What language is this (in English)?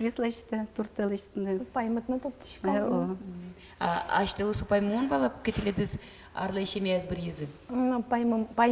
Udmurt